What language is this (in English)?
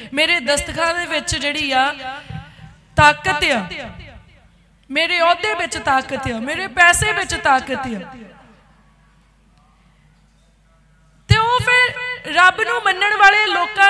Punjabi